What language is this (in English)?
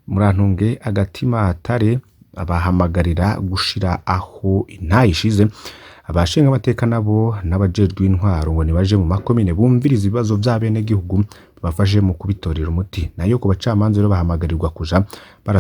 Rundi